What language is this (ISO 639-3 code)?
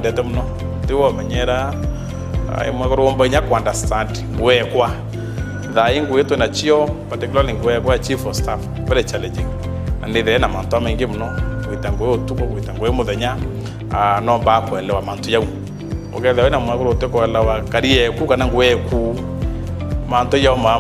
mer